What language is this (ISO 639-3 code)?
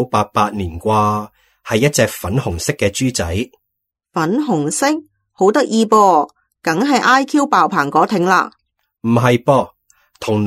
yue